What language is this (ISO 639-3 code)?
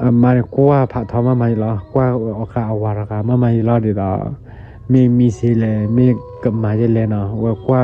ksw